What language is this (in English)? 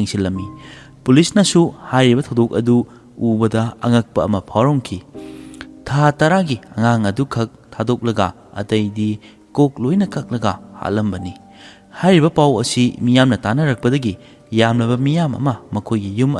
Manipuri